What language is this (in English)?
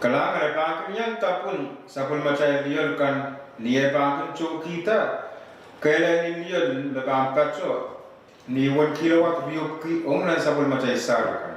Pohnpeian